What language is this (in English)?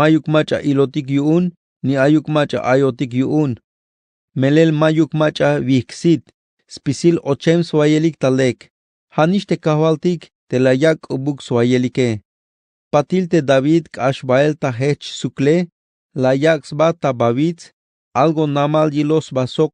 Tzeltal